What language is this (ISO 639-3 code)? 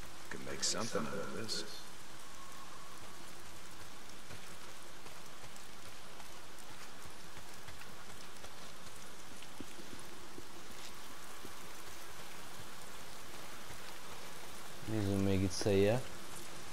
hun